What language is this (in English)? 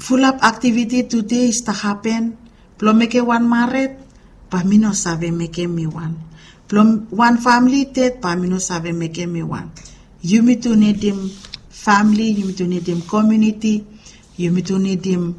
Bislama